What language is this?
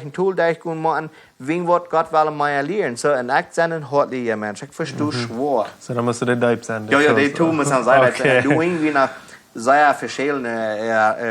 Plautdietsch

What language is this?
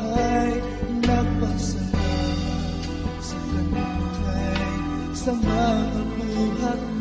Cebuano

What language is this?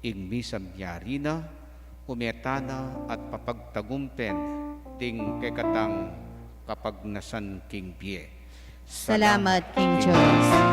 Pampanga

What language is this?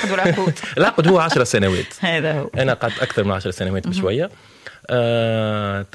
Tunisian Arabic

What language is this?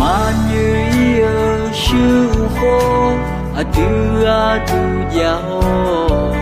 Akha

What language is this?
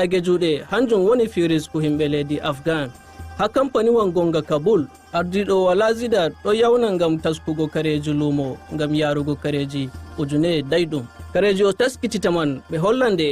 Nigerian Fulfulde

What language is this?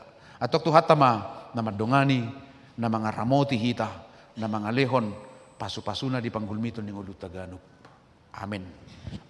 Batak Toba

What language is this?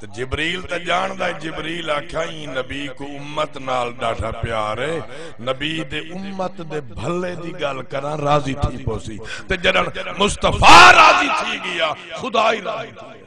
Saraiki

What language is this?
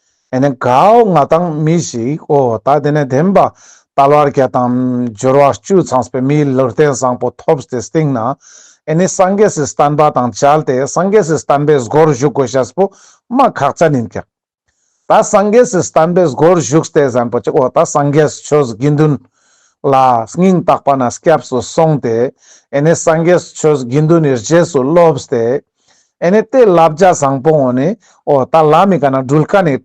Ladakhi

